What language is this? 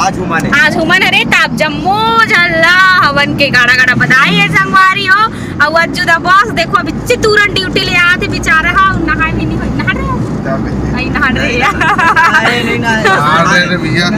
Chhattisgarhi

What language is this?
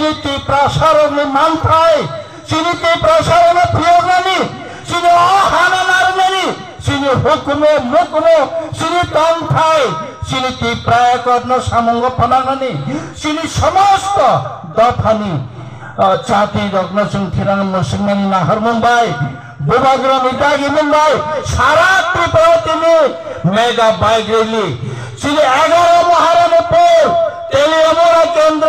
Kok Borok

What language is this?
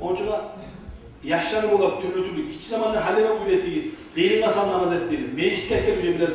Kumyk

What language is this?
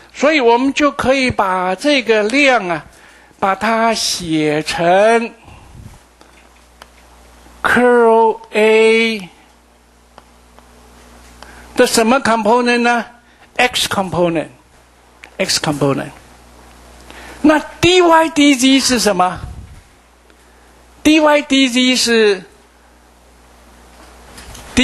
Chinese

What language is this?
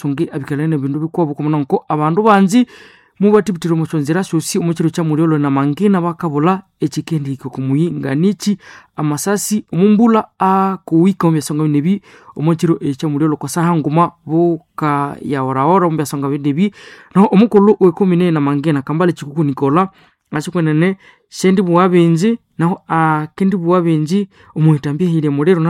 Nande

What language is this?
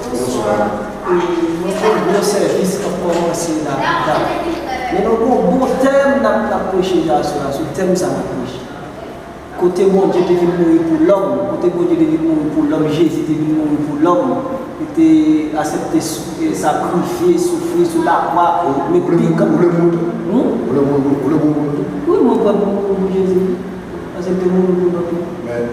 Haitian Creole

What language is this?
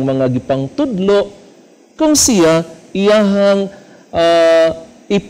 Cebuano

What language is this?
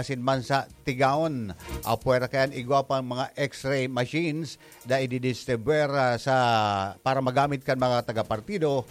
Bikol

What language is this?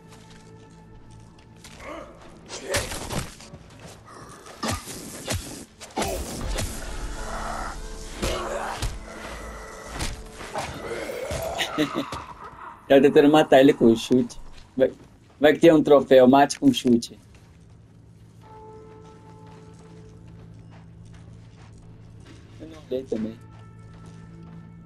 Portuguese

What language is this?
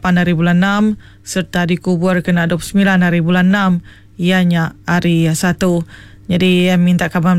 Iban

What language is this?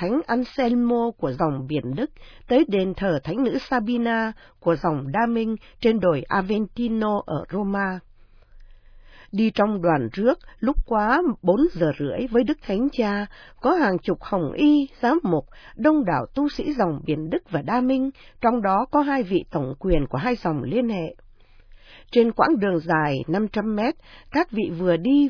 Vietnamese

